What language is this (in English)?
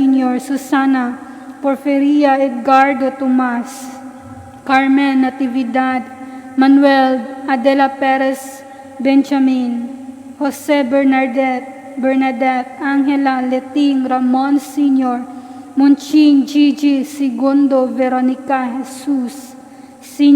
Cebuano